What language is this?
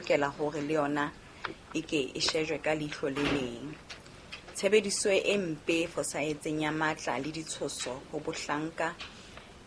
Southern Sotho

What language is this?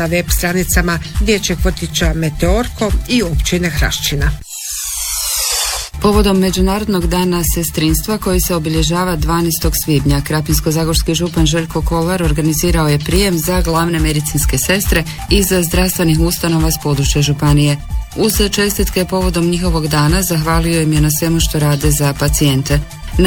Croatian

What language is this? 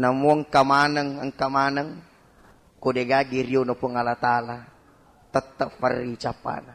Buginese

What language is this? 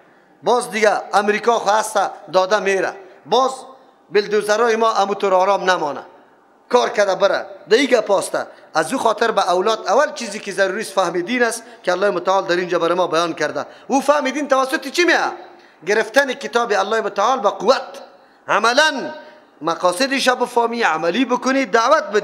Persian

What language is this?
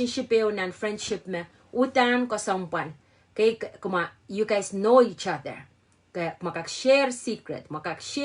Pohnpeian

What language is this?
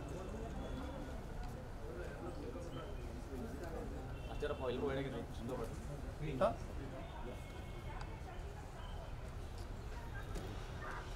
Kannada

